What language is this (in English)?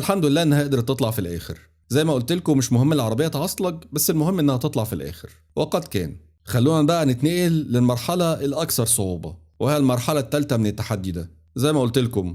Egyptian Arabic